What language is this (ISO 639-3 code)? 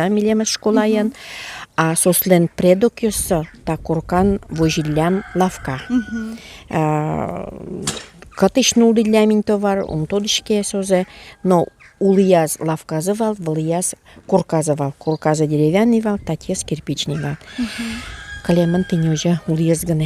udm